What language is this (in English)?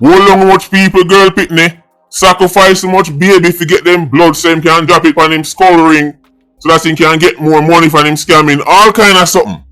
Jamaican Creole English